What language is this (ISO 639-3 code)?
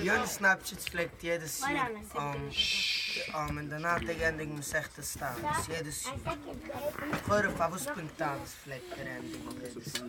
yid